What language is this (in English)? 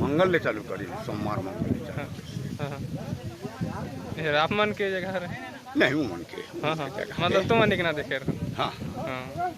Chhattisgarhi